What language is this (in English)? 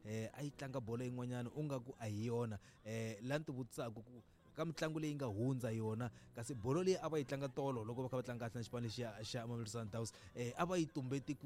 Tsonga